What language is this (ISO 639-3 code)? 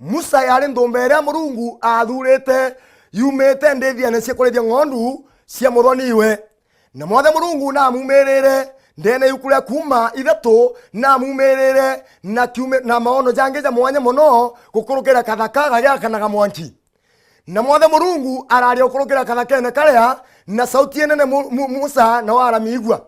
mer